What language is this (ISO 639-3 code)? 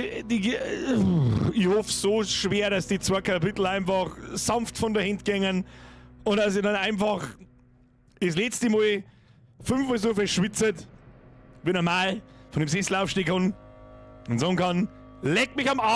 bar